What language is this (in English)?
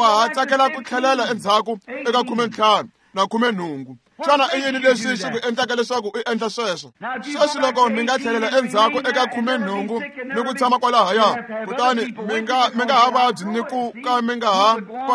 Tsonga